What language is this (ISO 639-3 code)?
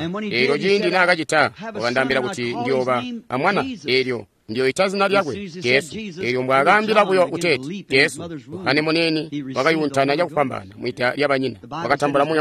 toi